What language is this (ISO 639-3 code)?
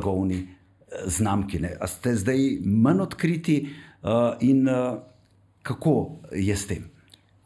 slv